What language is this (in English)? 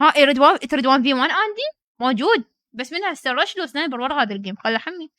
Mesopotamian Arabic